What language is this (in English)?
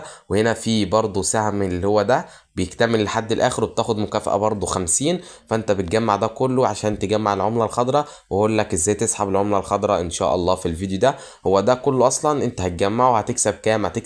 Egyptian Arabic